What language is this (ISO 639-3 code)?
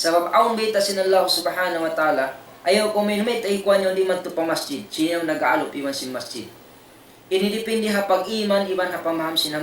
tsg